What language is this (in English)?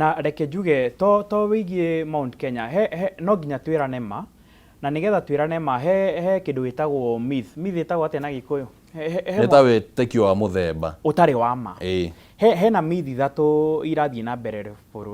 Kikuyu